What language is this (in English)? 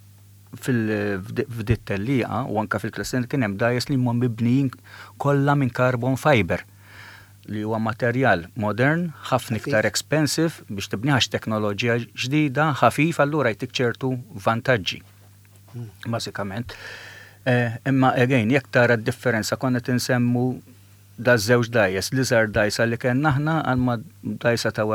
Maltese